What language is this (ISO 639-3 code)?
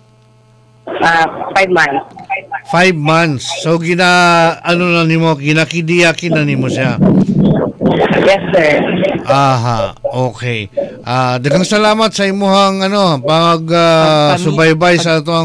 ceb